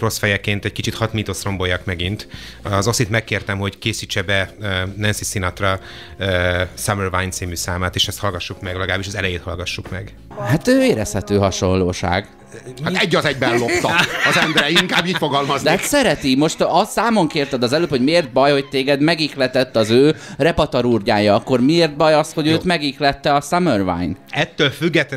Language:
Hungarian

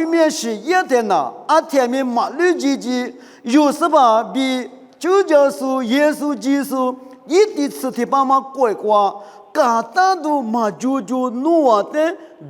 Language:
Lisu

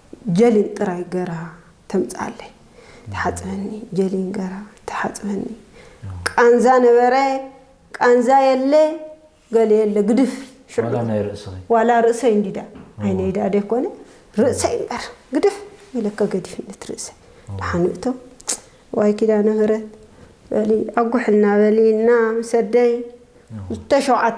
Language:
Tigrinya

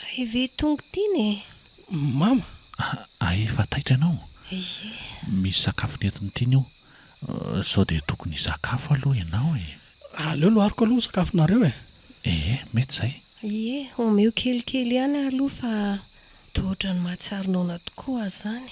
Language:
Malagasy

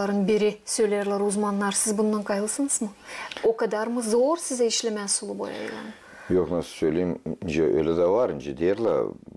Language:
Gagauz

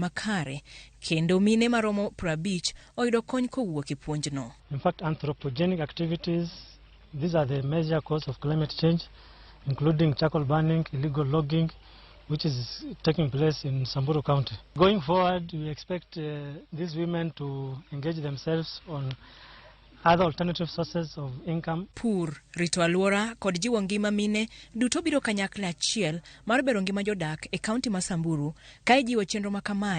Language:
Luo (Kenya and Tanzania)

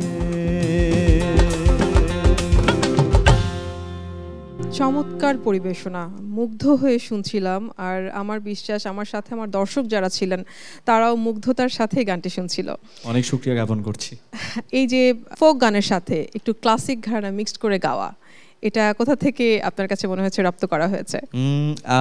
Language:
Bangla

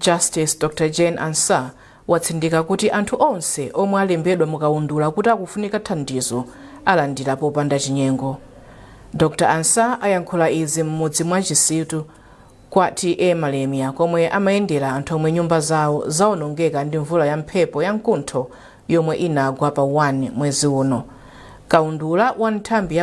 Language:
Nyanja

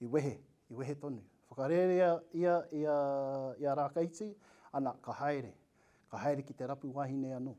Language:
Māori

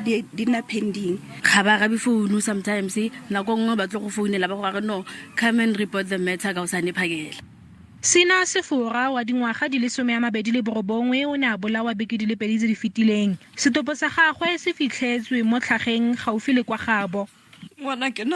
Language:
Tswana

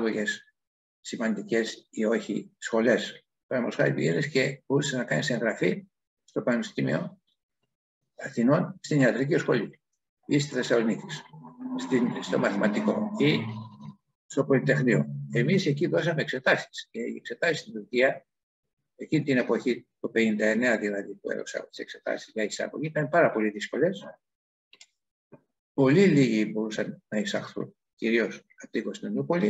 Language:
Greek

